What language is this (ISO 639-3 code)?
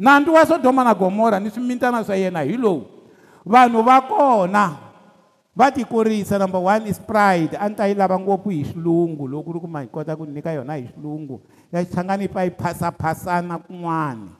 tso